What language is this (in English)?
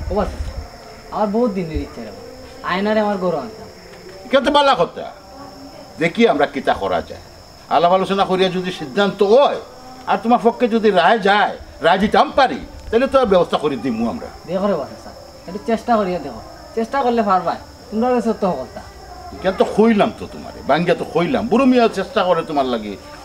Sylheti